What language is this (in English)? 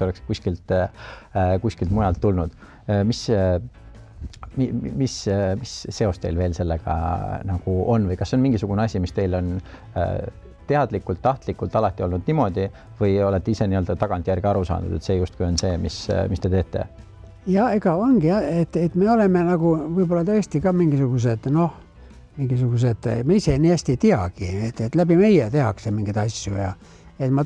Estonian